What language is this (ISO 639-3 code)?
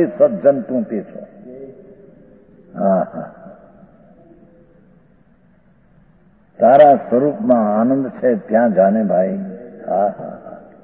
guj